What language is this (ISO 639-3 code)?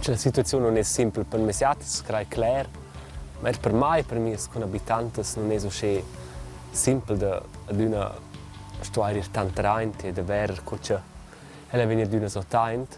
roh